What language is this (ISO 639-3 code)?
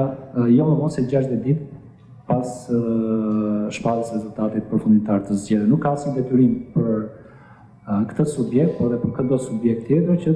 sqi